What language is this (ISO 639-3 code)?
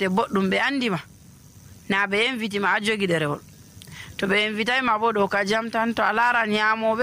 fuv